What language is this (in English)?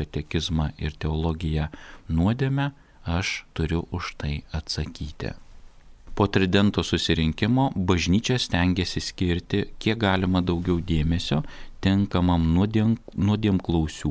Lithuanian